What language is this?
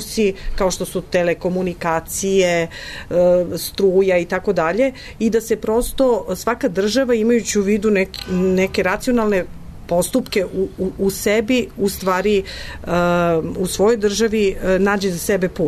Serbian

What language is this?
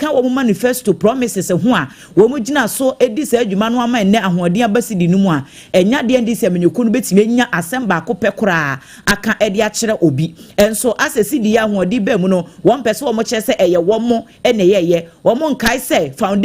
Akan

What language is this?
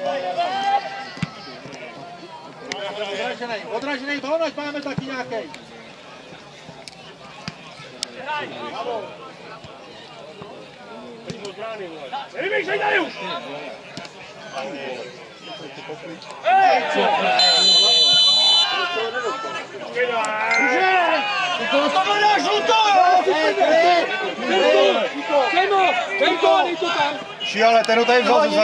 Czech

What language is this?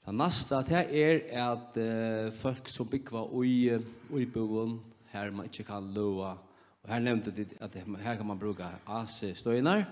Faroese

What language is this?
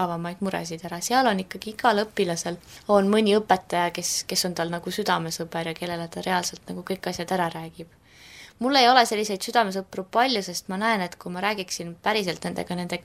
Estonian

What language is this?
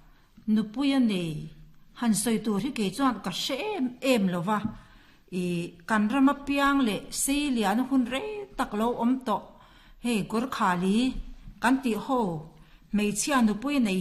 Mizo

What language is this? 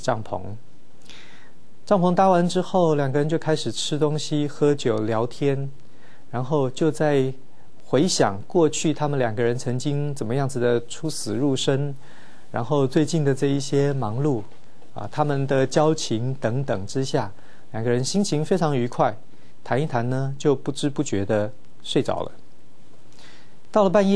Chinese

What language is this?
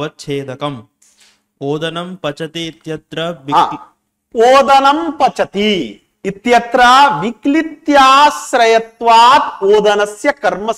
Sanskrit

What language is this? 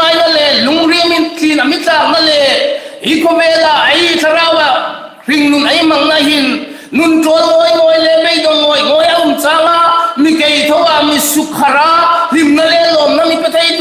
Hmar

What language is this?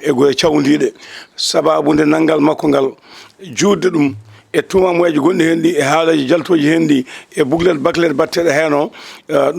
Fula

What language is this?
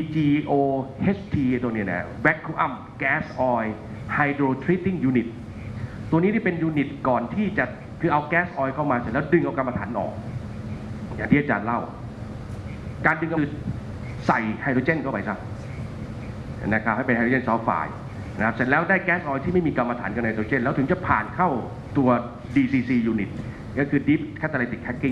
Thai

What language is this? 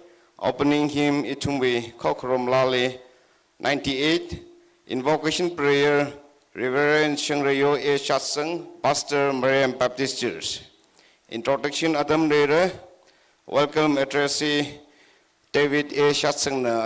Tangkhul Naga (India)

